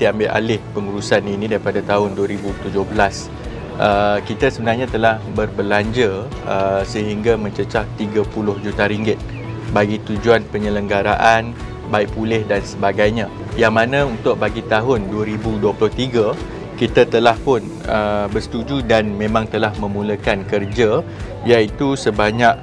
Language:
Malay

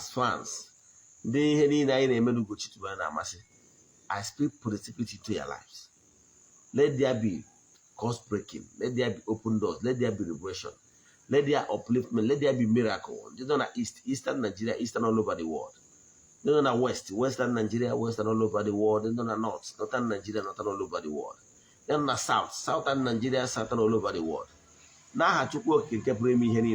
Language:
Igbo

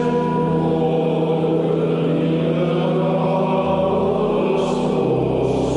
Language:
Catalan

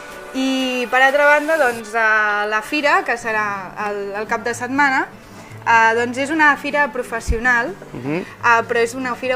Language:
Catalan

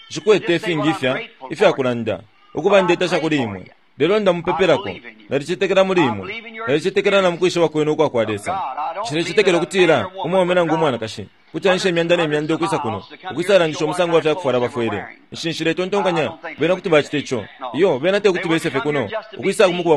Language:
Bemba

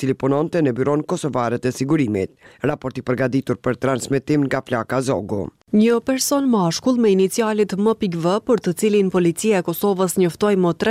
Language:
Albanian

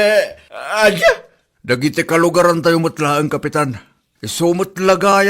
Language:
Iloko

